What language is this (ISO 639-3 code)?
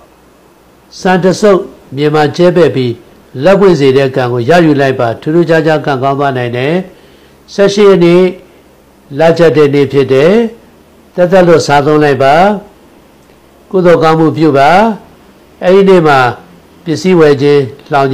mya